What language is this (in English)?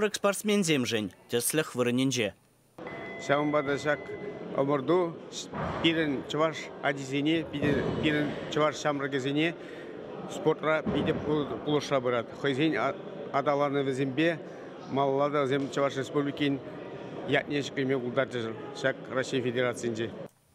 Chuvash